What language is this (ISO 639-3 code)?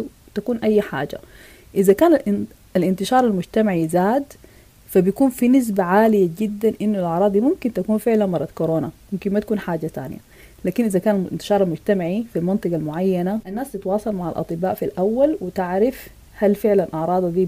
apd